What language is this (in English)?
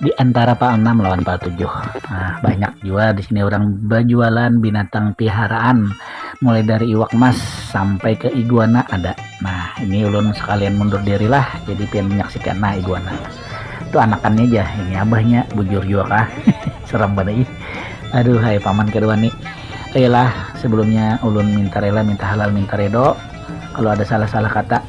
Banjar